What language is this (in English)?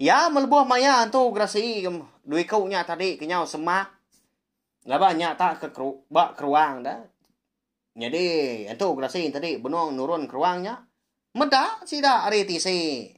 Iban